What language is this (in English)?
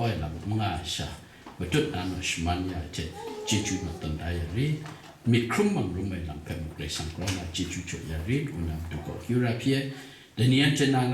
Kachin